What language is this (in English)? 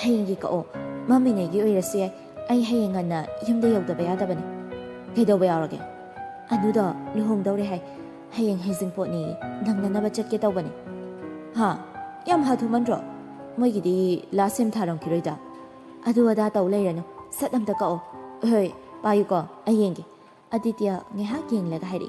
Manipuri